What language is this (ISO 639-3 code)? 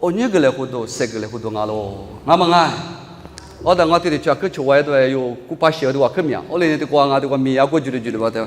lis